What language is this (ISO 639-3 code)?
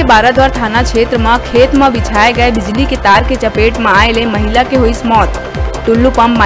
hne